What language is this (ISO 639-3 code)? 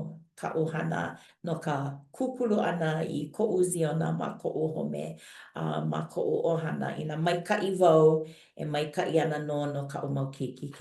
haw